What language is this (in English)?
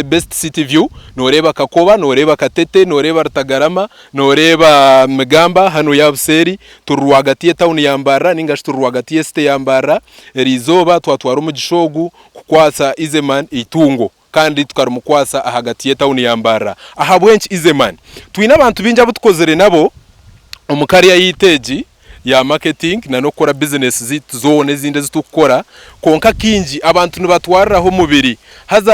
Nyankole